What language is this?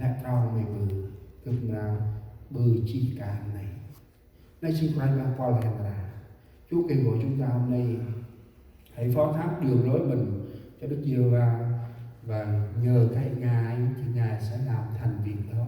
Central Mnong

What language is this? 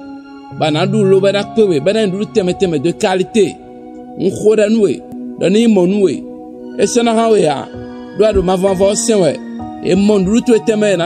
Fon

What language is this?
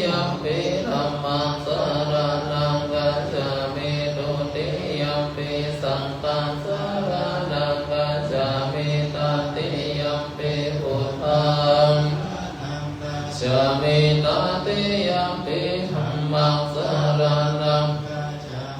Pali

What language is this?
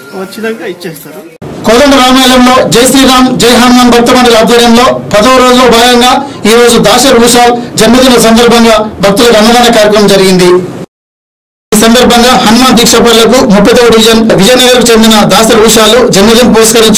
Telugu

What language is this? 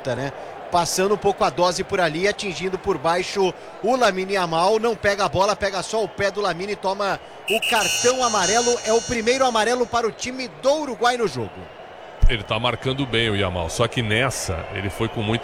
Portuguese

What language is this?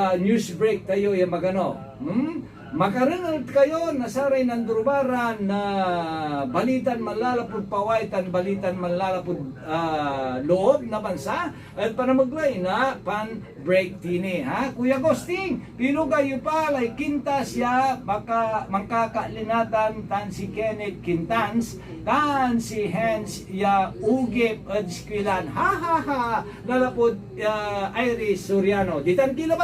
Pangasinan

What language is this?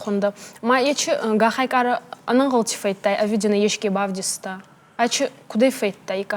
Ossetic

